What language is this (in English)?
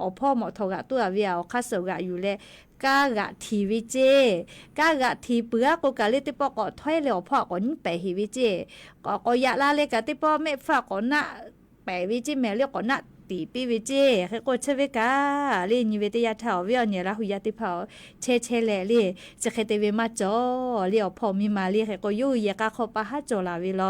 Lahu